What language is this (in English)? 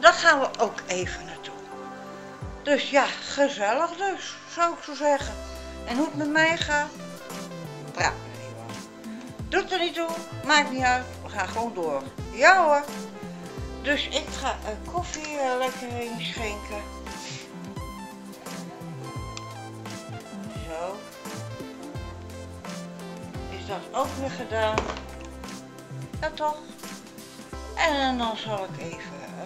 Dutch